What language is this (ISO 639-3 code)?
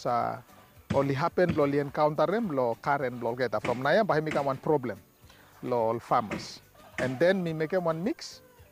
bis